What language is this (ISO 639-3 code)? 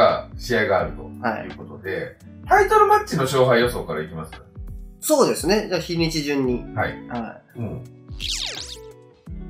jpn